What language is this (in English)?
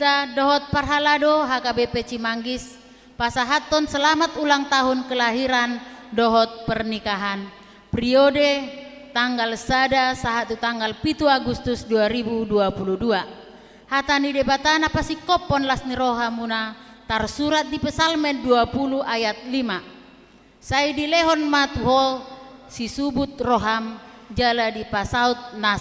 Batak Toba